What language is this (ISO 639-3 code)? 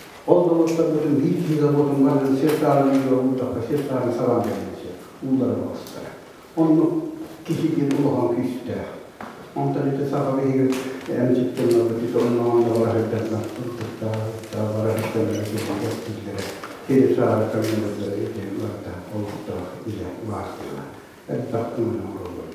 sah